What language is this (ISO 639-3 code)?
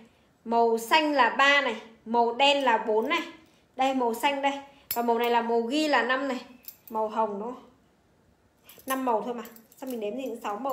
vie